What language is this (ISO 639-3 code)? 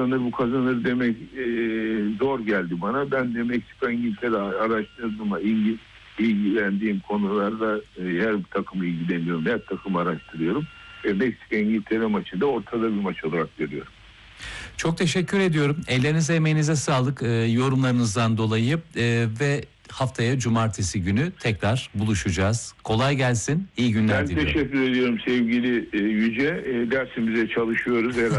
tur